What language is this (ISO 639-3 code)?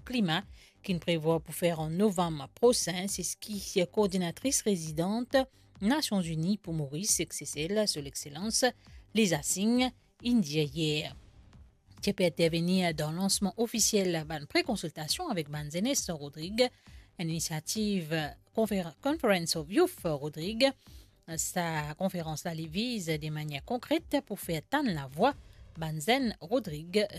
mfe